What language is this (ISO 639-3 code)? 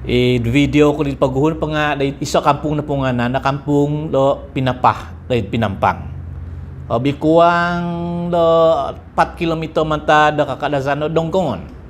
dtp